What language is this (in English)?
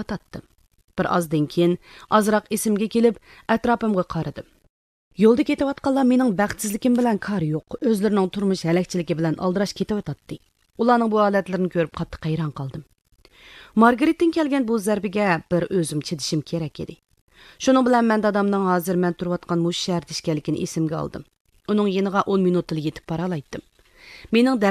Uyghur